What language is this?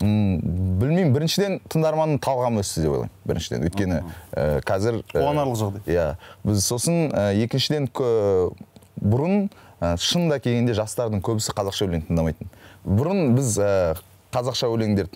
Kazakh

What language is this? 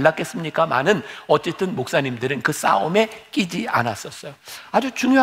Korean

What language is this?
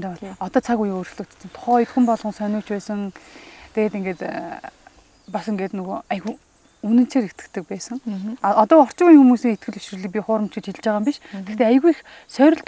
Mongolian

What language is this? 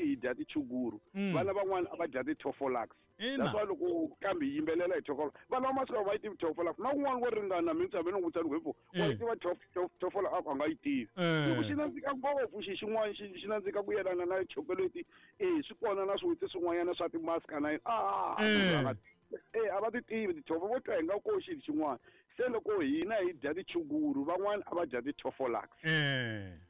Tsonga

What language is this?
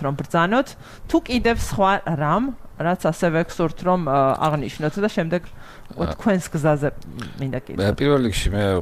Georgian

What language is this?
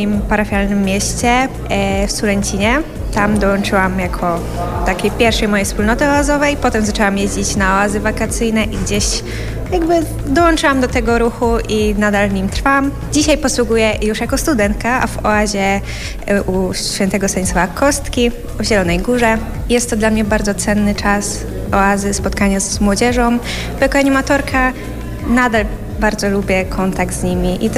Polish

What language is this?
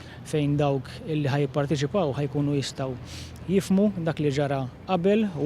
Maltese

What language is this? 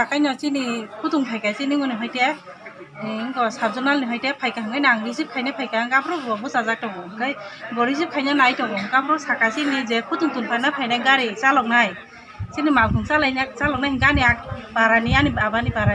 Kok Borok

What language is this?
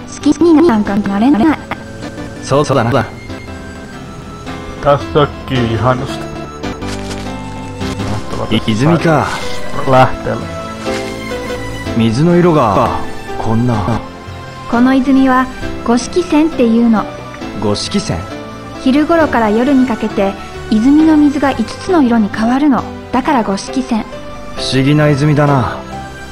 Finnish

